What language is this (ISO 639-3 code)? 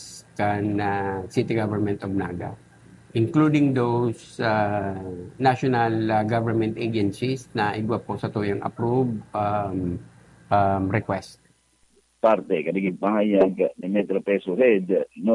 bik